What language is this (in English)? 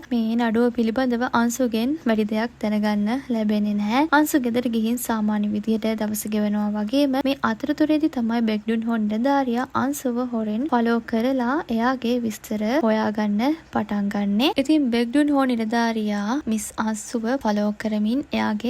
Sinhala